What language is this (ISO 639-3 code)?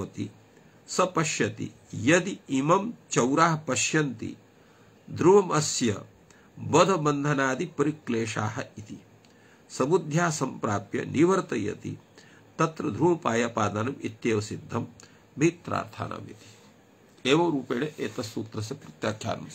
san